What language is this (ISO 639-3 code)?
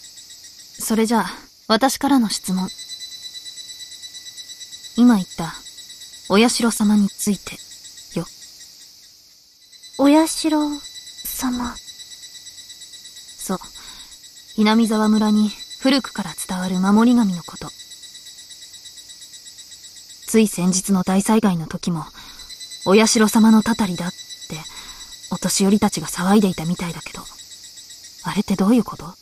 jpn